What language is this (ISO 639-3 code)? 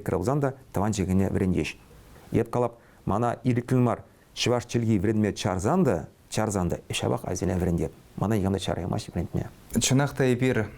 chv